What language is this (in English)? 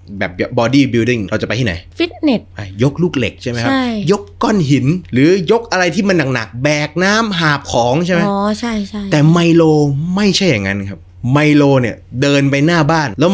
Thai